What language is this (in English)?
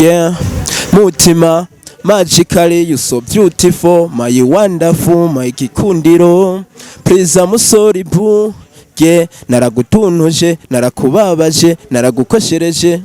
Rundi